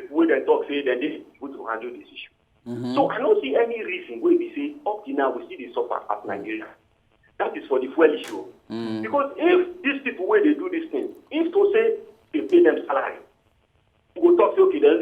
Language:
Nigerian Pidgin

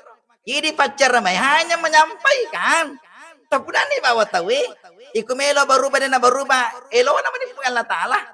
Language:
Buginese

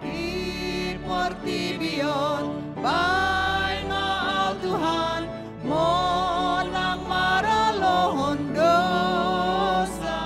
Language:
Batak Toba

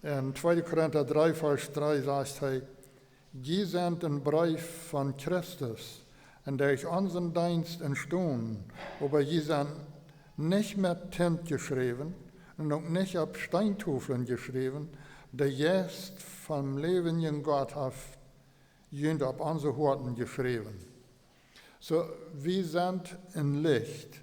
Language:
Plautdietsch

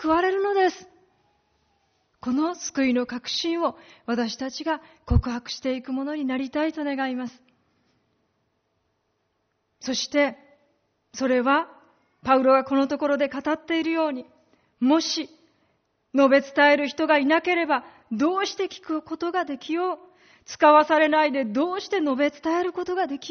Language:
Japanese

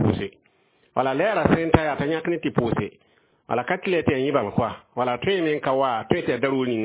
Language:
Mossi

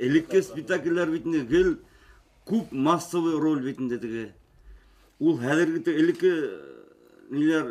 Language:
Bashkir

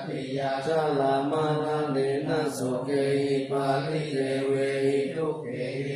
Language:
Pali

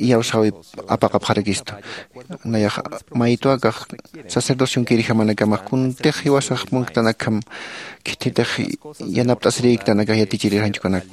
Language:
Aymara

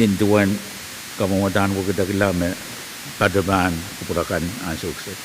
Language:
Pohnpeian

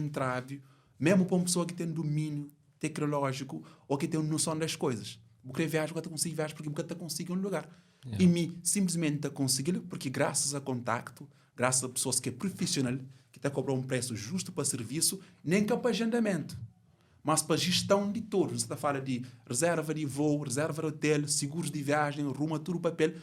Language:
Kabuverdianu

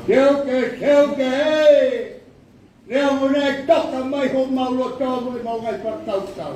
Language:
Tongan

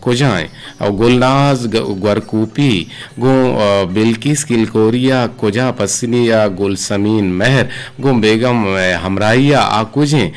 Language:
Eastern Balochi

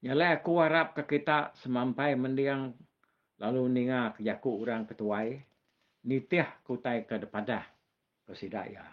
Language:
Iban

